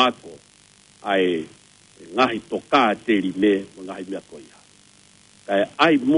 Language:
Tongan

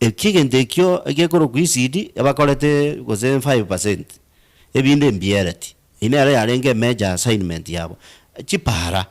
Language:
Gusii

